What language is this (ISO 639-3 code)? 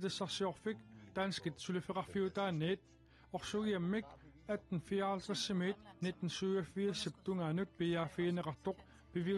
kal